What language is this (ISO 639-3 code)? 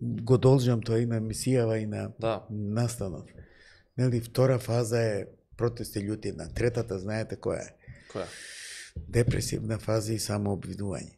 mkd